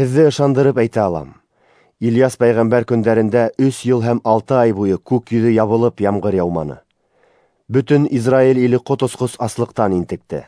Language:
Bashkir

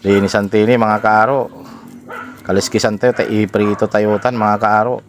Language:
Pangasinan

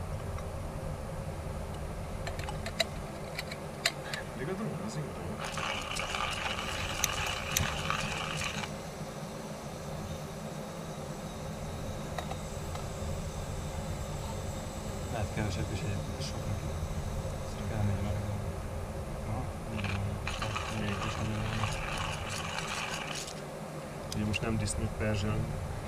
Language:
Hungarian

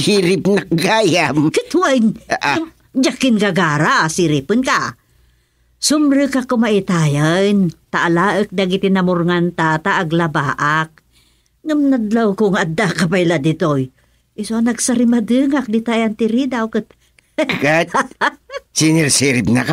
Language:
Iloko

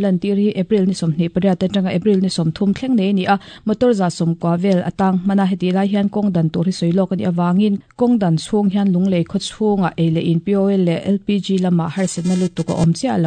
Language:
Mizo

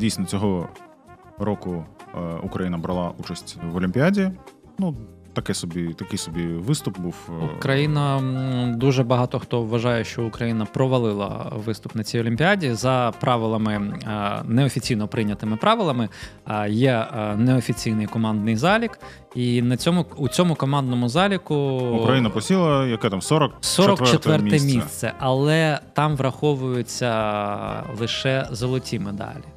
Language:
Ukrainian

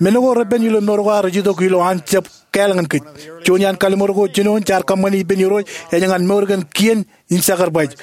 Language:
Marshallese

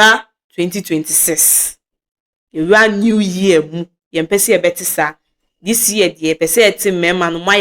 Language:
Akan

